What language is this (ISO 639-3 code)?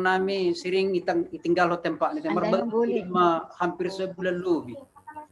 bts